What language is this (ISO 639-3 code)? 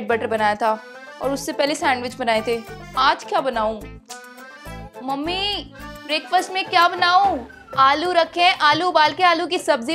hin